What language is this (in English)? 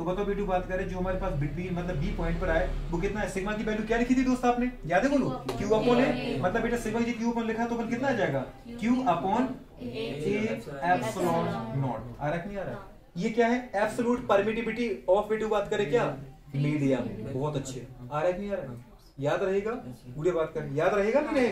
Hindi